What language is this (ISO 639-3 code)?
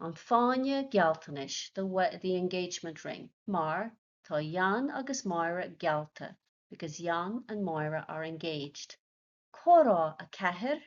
gle